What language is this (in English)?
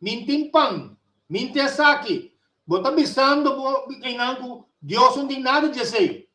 Papiamento